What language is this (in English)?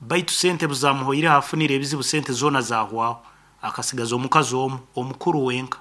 Nyoro